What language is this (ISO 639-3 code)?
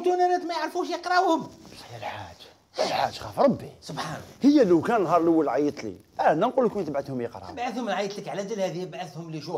arq